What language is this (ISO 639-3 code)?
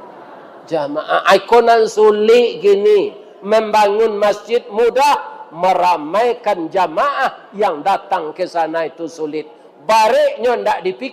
min